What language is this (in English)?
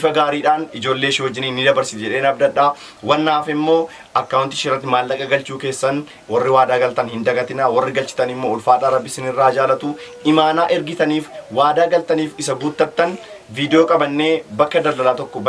Oromo